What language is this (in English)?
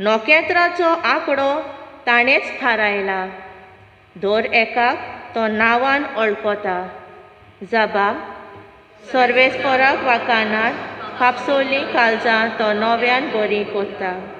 Konkani